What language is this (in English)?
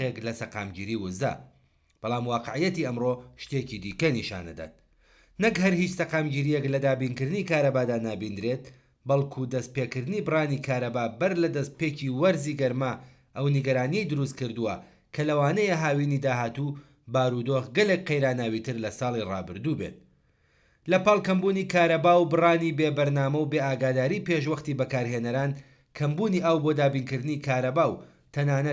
Central Kurdish